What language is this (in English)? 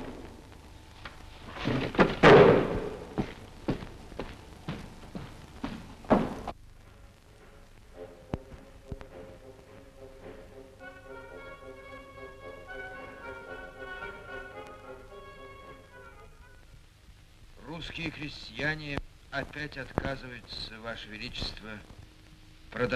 Russian